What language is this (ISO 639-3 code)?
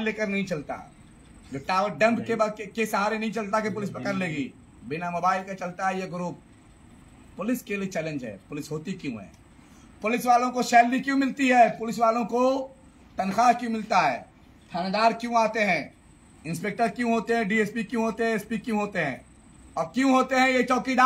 hin